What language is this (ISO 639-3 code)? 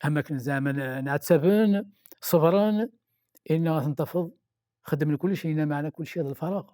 kab